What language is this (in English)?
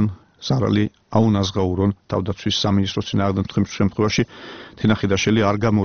Georgian